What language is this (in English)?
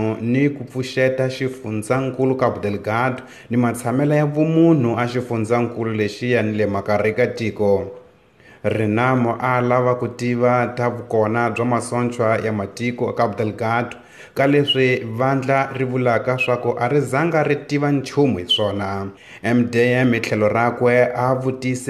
Tsonga